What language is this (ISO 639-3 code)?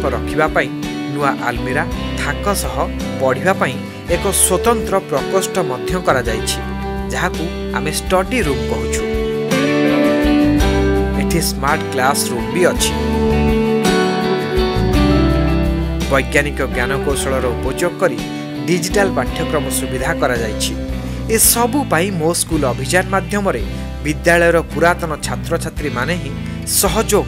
ori